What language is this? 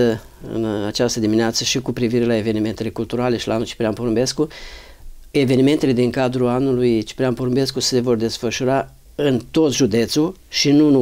Romanian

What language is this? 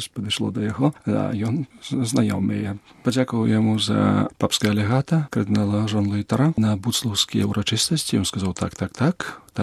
Belarusian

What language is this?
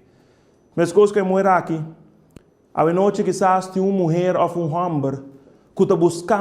Papiamento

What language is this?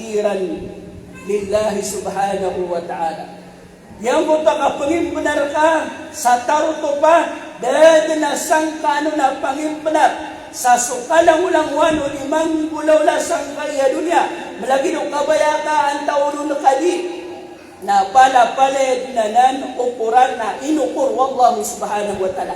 Maranao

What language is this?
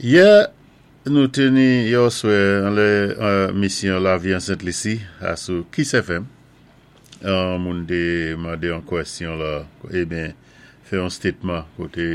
Saint Lucian Creole French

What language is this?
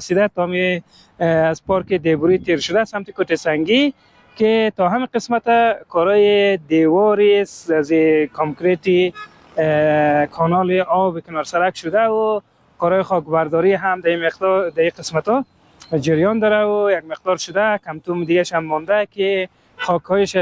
Persian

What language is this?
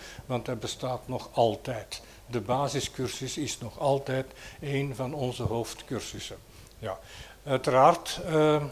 Dutch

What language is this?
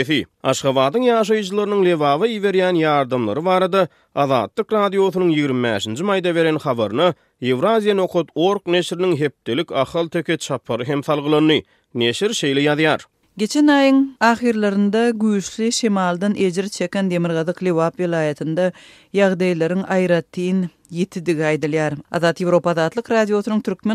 Turkmen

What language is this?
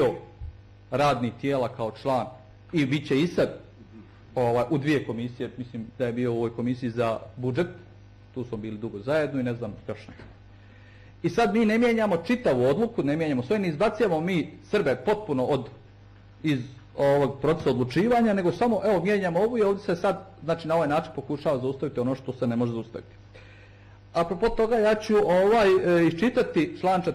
Bosnian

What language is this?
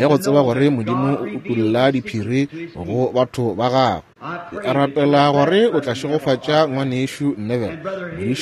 Northern Sotho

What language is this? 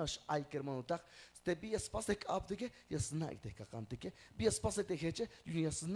Tzeltal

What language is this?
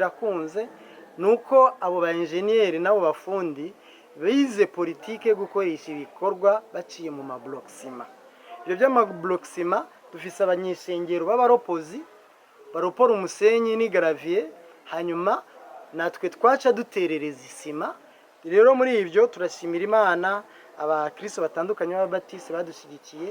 Rundi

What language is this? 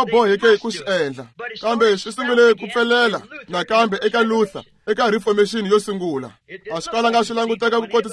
Tsonga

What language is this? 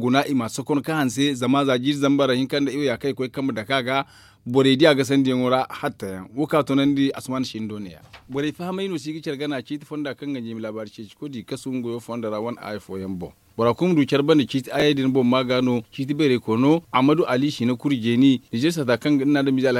Zarma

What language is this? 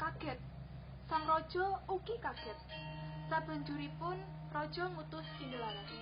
Javanese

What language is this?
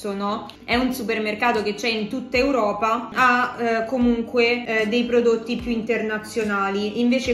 Italian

